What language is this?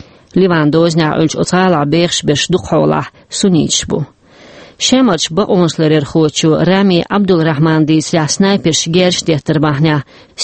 Chechen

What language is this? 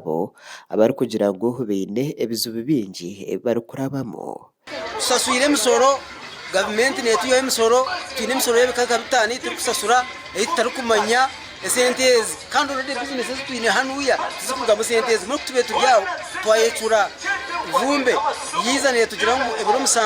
Nyankole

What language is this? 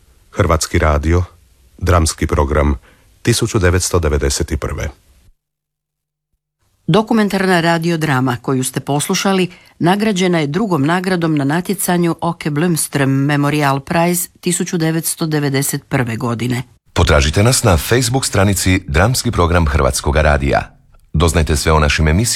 Croatian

